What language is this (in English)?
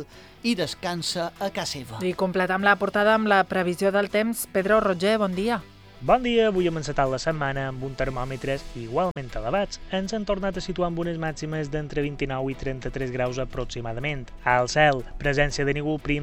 Catalan